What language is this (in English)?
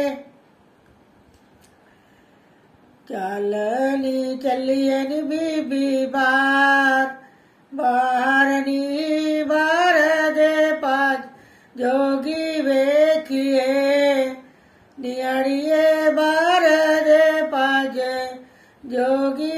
Punjabi